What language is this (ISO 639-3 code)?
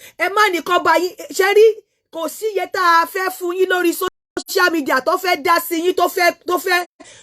yor